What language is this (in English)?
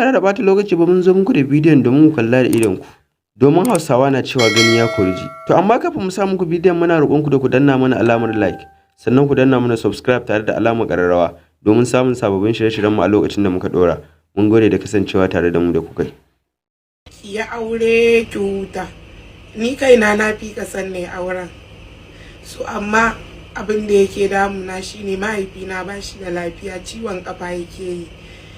Hausa